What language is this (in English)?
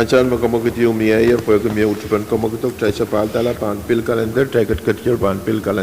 Pohnpeian